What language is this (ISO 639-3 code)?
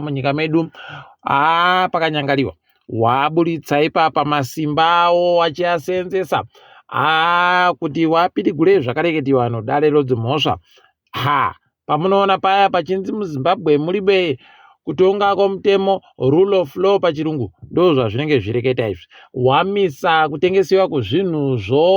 ndc